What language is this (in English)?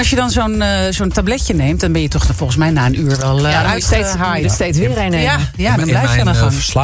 Dutch